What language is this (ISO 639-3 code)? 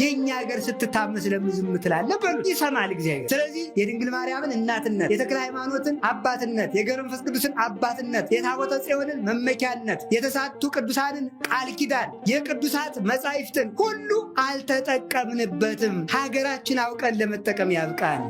amh